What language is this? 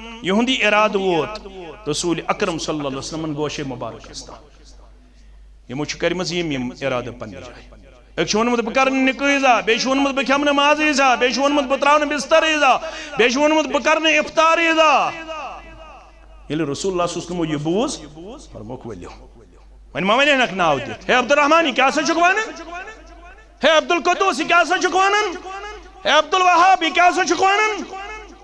Kashmiri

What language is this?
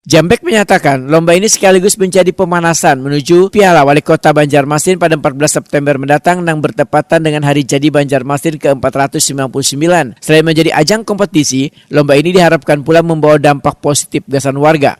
Banjar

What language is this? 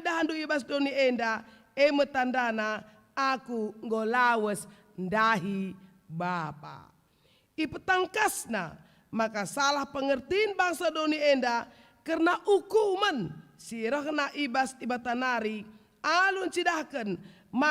Batak Karo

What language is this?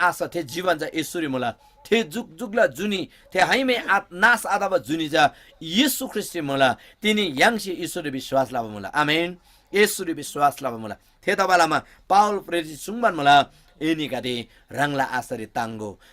Eastern Tamang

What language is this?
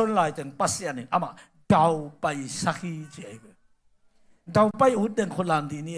Tedim Chin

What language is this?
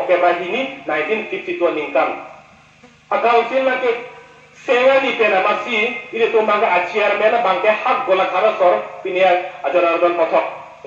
Karbi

